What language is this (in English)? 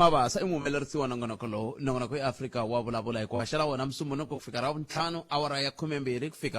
Tsonga